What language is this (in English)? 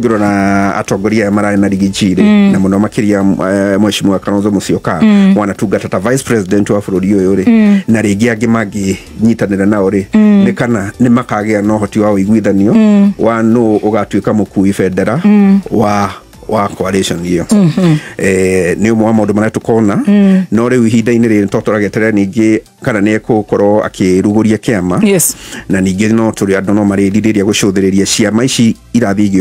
Kikuyu